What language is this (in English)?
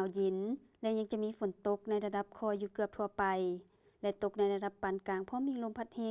Lao